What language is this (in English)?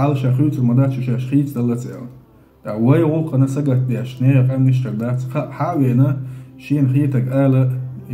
Chechen